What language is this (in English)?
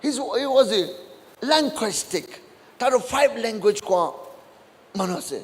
Naga Pidgin